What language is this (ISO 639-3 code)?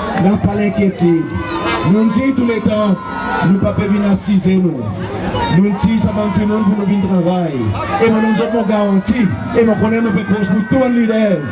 crs